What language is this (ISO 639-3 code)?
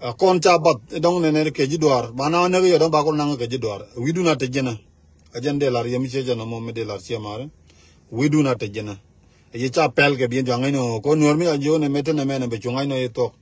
nus